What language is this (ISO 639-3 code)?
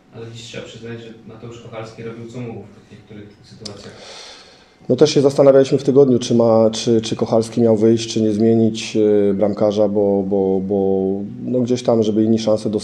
pol